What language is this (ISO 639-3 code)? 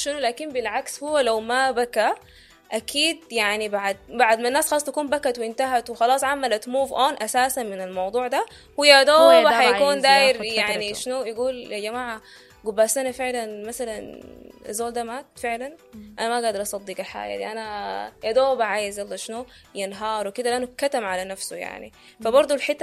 apd